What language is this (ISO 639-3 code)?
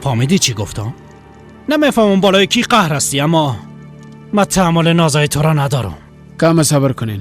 fas